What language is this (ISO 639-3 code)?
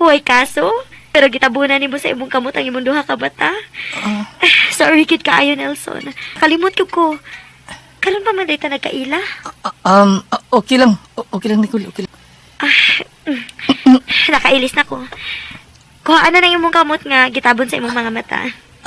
ceb